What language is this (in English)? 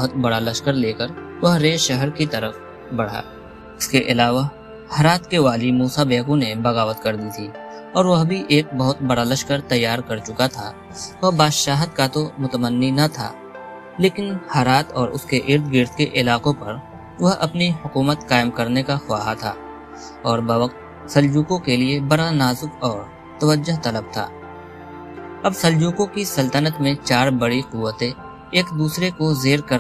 Urdu